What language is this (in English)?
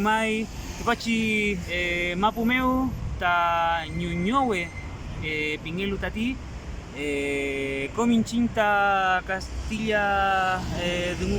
Mapuche